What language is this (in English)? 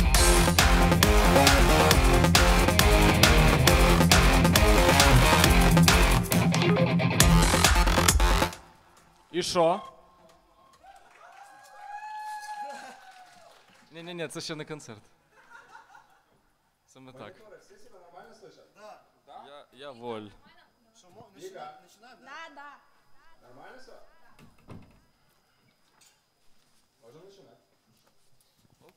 Ukrainian